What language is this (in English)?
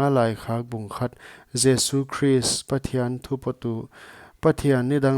Paite Chin